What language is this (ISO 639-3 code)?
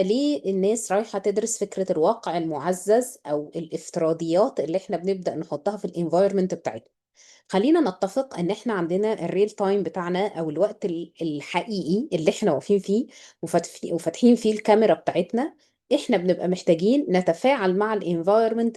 arz